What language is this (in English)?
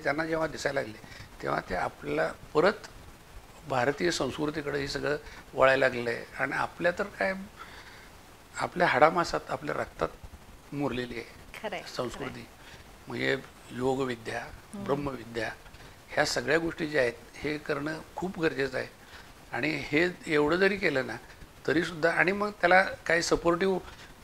Marathi